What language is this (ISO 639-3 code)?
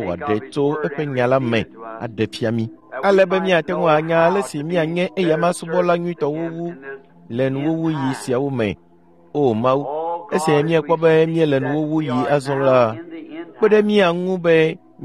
ewe